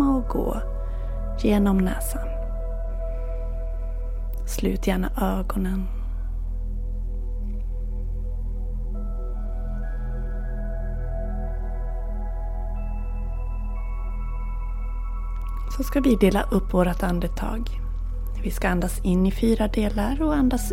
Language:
Swedish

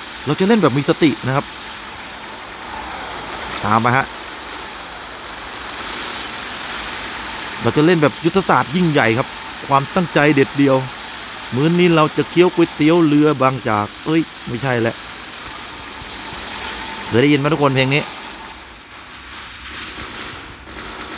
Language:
Thai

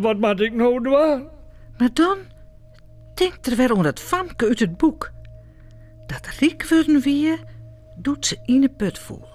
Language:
Western Frisian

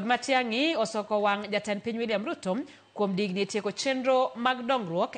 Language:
Luo (Kenya and Tanzania)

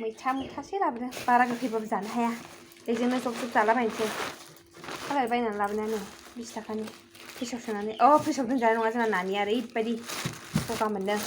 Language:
Bodo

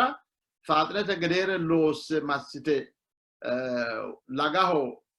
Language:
Sidamo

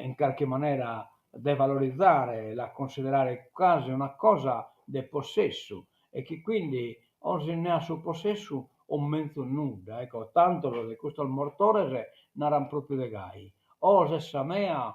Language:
Sardinian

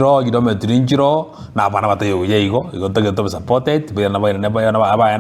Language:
Gusii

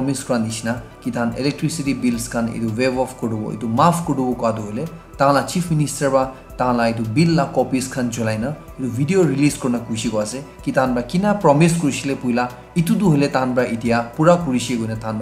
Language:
Naga Pidgin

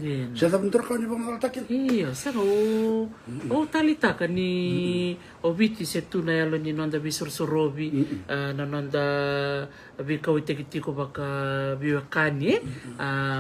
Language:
Fijian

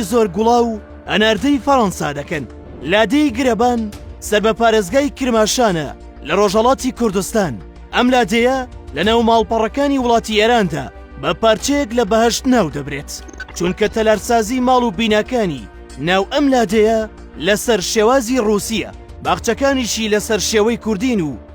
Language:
Central Kurdish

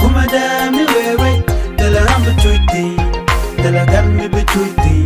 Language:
Nuer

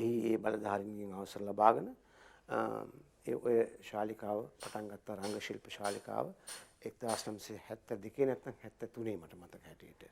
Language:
Sinhala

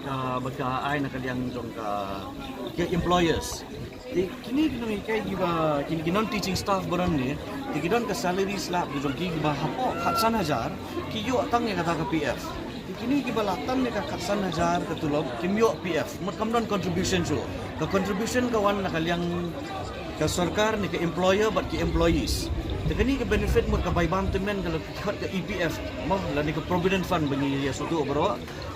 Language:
Khasi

